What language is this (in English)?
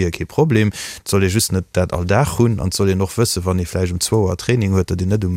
Luxembourgish